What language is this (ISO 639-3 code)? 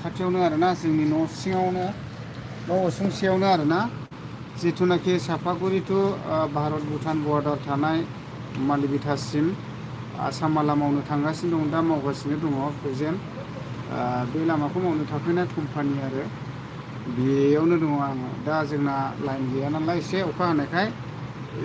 brx